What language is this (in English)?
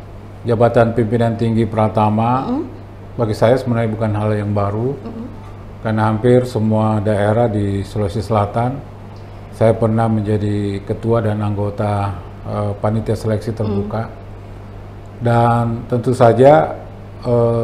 Indonesian